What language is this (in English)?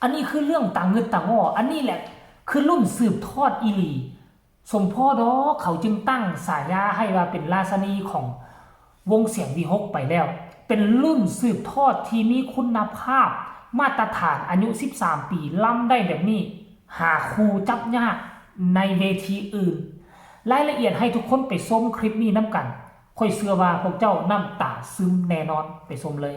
Northeastern Thai